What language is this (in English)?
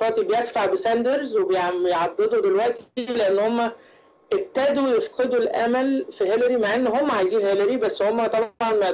Egyptian Arabic